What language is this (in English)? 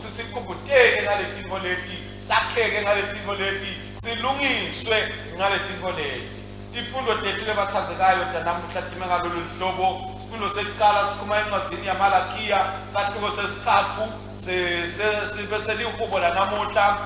Swati